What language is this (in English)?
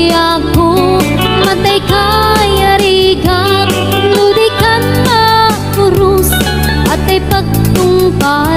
Iloko